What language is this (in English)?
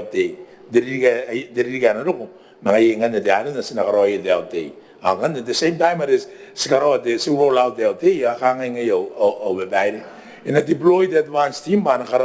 Gilbertese